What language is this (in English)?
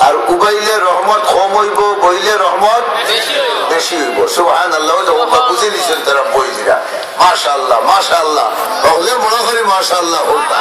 Sylheti